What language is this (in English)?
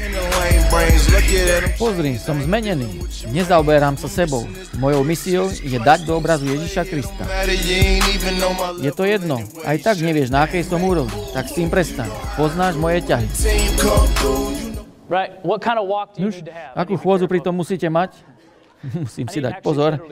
Slovak